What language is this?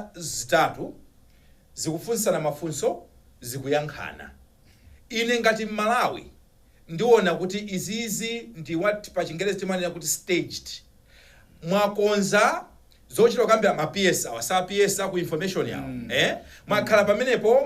Nyanja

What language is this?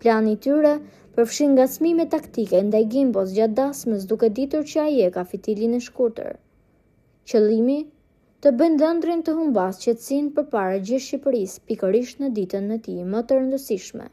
Albanian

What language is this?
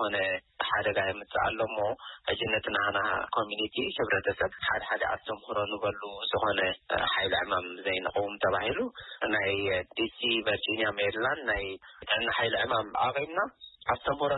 Tigrinya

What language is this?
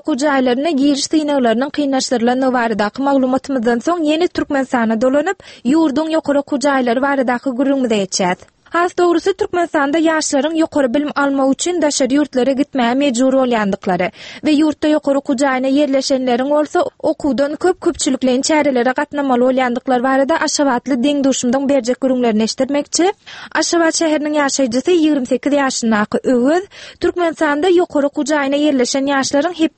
Turkmen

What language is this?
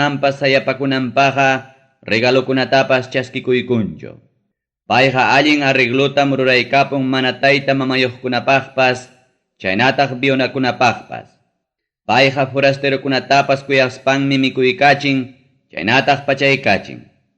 Ayacucho Quechua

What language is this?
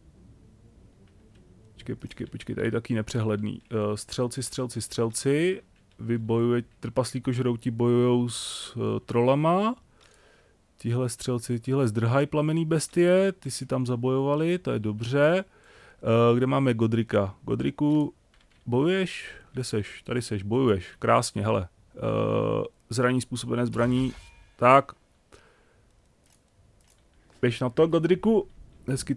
Czech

